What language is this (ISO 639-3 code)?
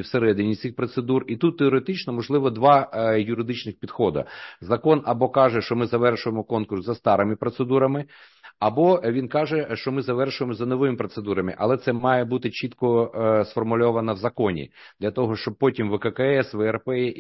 ukr